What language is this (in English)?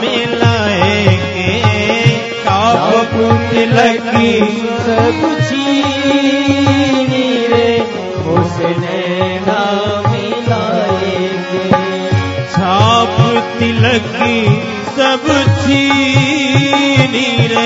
Hindi